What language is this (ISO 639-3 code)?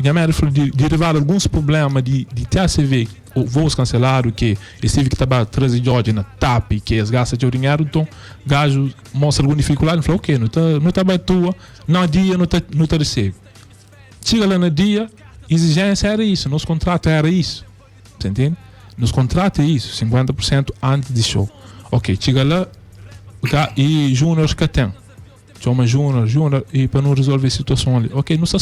kea